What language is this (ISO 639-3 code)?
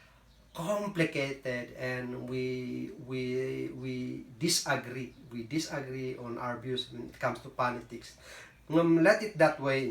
kne